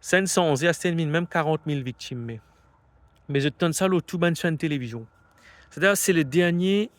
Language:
Morisyen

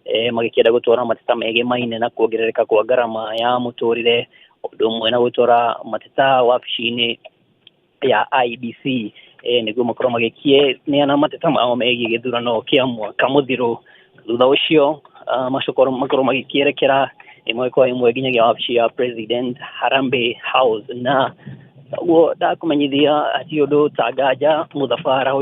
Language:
Kikuyu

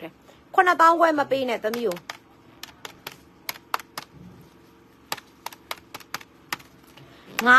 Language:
Burmese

